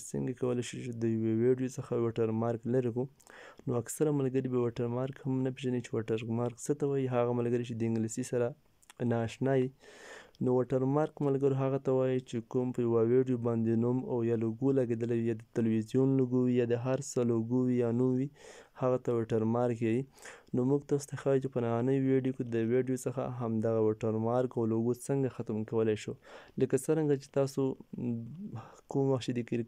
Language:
Pashto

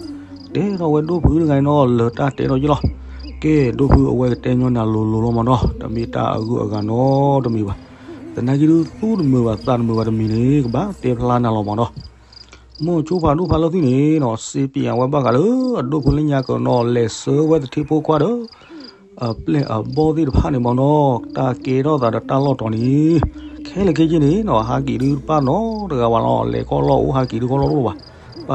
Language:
S'gaw Karen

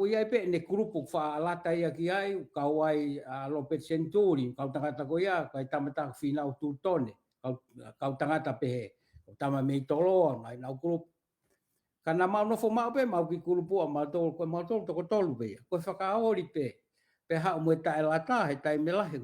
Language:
Tongan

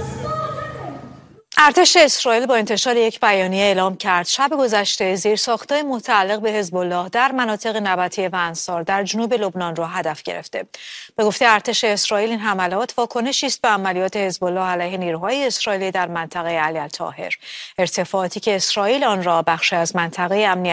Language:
Persian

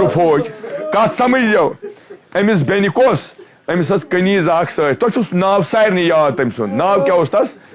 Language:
Kashmiri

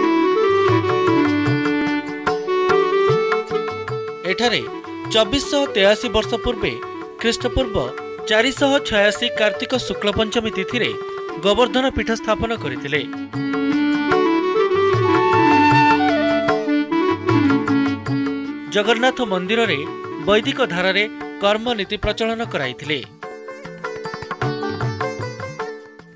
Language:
Odia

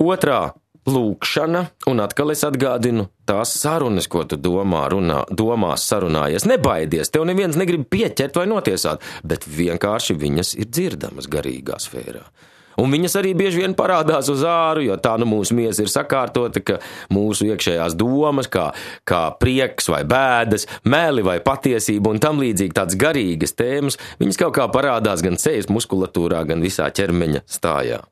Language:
Latvian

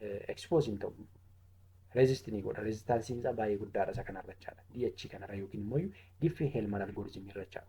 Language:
Oromo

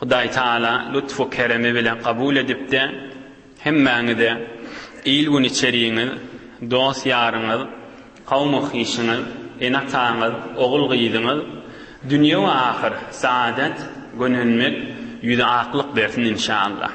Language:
Turkmen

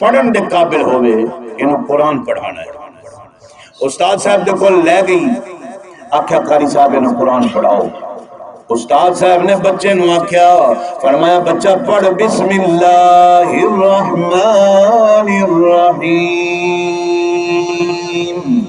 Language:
Saraiki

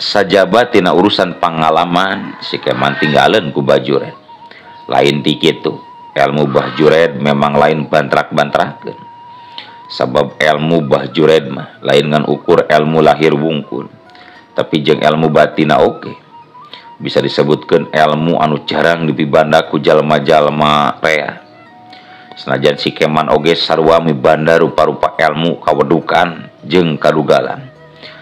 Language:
Sundanese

